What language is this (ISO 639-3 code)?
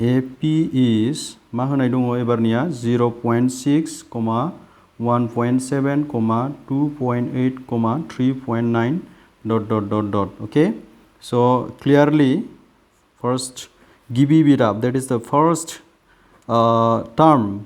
brx